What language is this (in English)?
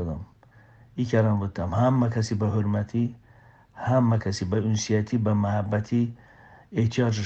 Talysh